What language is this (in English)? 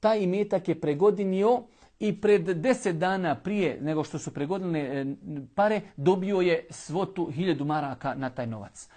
Bosnian